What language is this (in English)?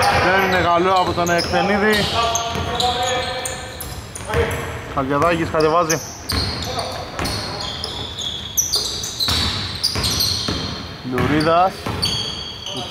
Greek